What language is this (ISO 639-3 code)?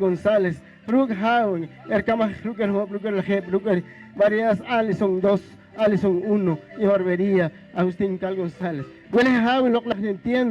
poh